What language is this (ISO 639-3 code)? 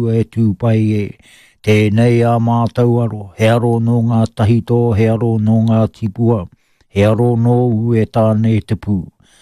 mri